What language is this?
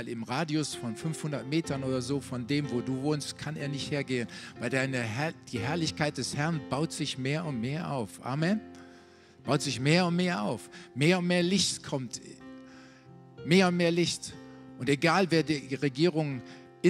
German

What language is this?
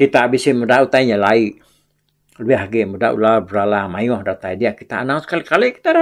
Iban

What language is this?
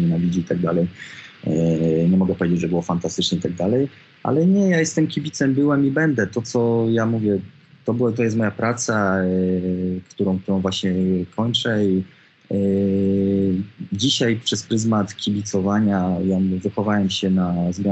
Polish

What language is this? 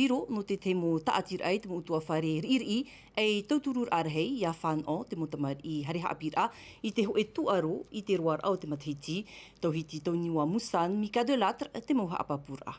Tahitian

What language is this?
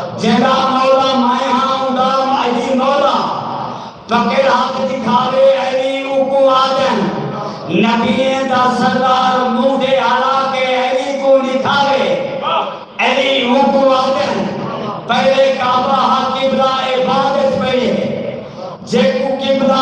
Saraiki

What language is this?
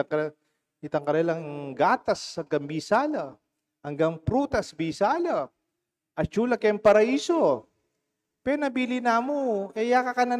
Pampanga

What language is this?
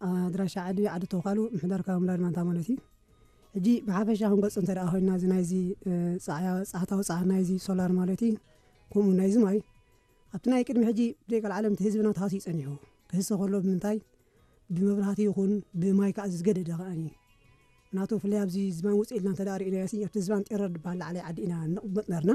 Tigrinya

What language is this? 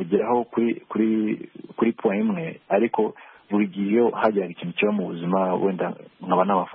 Kinyarwanda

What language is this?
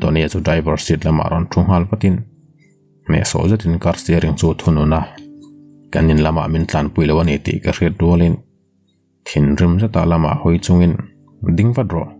Mizo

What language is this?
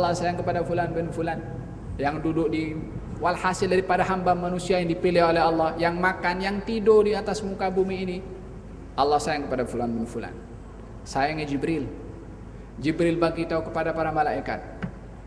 Malay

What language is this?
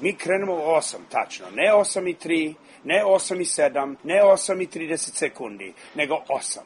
Serbian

